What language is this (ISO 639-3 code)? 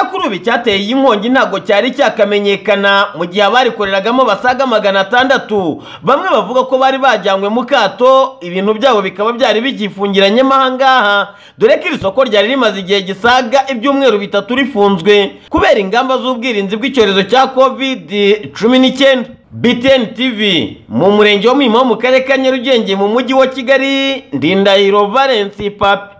kin